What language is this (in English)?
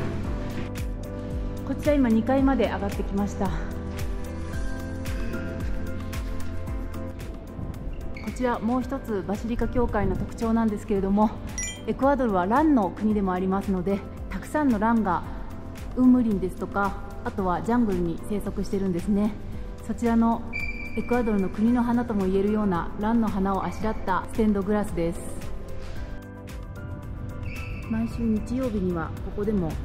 Japanese